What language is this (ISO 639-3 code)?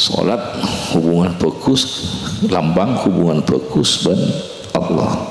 mad